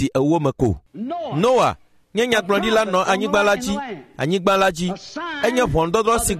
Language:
Ewe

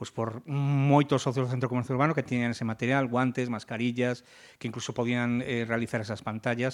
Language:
Galician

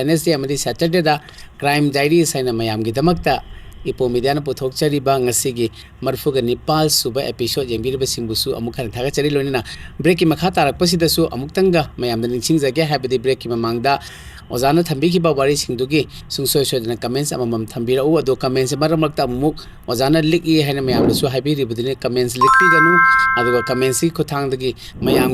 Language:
Manipuri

